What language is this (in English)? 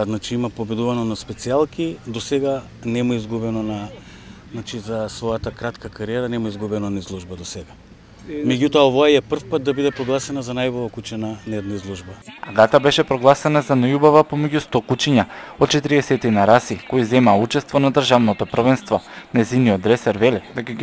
Macedonian